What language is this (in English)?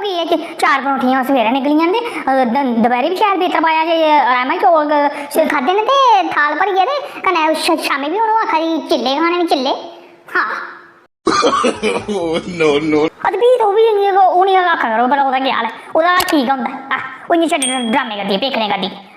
Dogri